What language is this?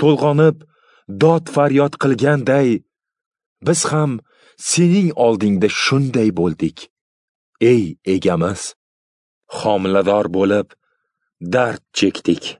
Uzbek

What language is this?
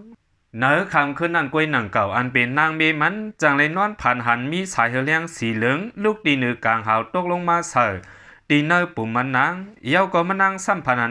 Shan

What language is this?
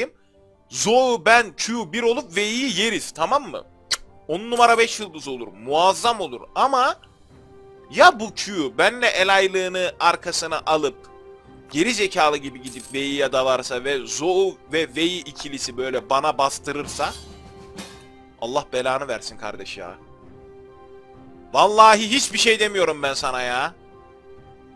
Turkish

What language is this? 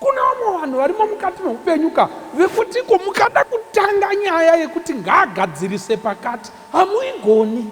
Shona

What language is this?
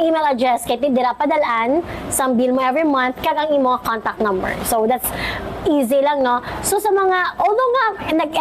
Hiligaynon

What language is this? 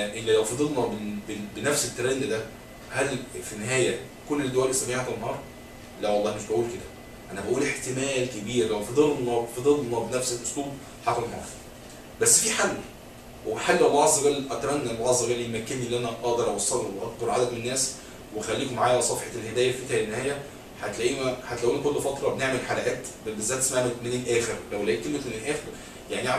Egyptian Arabic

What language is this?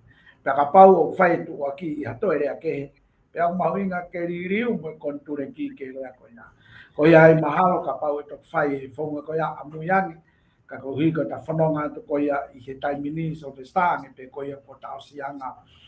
Tongan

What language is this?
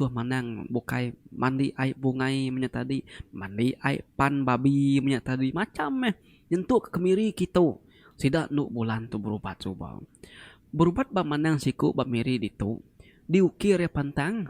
Iban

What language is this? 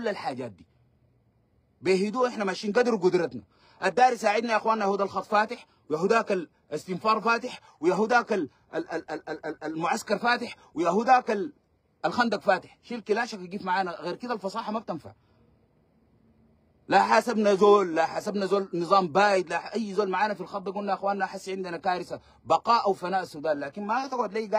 Sudanese Arabic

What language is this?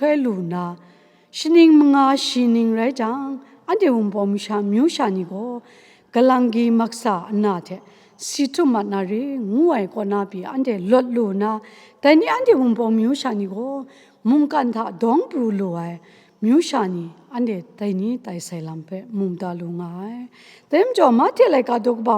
Kachin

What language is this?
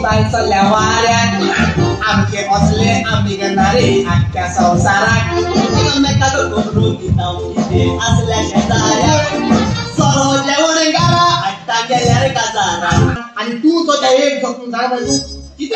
Konkani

